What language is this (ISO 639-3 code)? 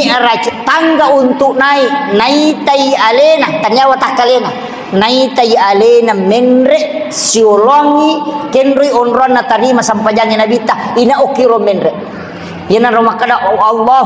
bug